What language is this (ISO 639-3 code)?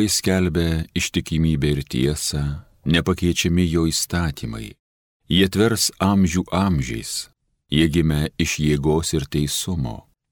lit